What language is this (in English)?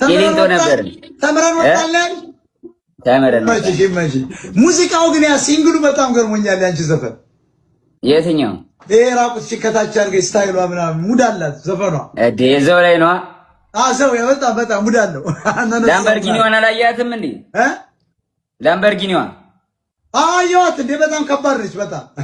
Amharic